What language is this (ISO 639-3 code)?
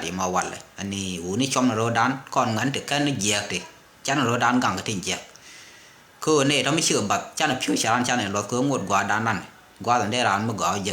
nus